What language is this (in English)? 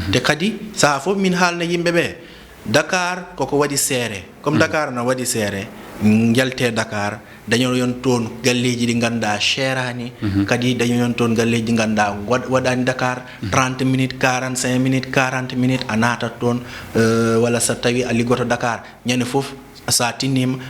Fula